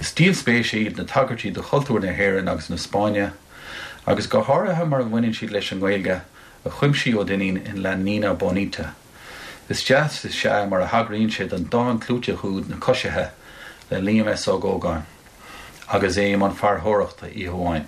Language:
Irish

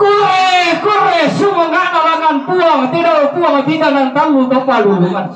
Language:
Toraja-Sa'dan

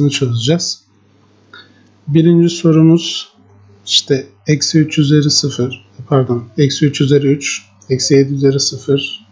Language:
Turkish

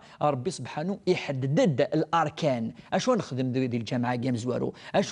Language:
Kabyle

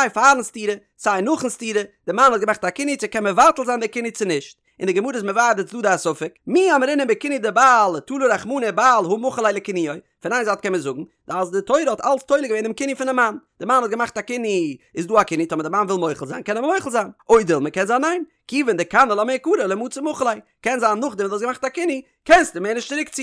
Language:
Yiddish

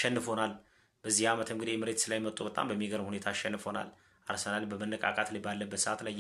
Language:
Amharic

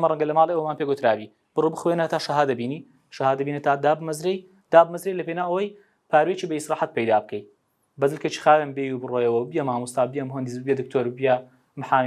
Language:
Central Kurdish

